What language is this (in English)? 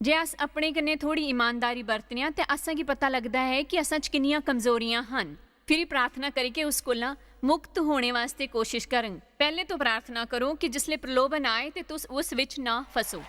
Dogri